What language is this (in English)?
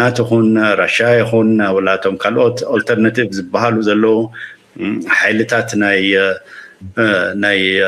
Tigrinya